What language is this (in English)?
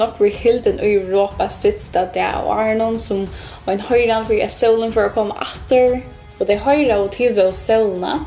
Faroese